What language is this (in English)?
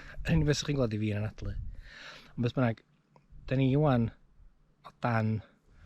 Welsh